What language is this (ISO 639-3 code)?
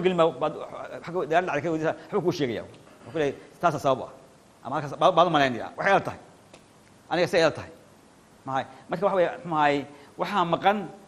som